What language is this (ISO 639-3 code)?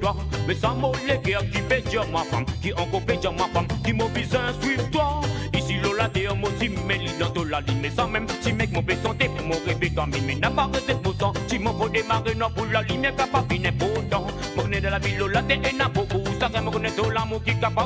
mfe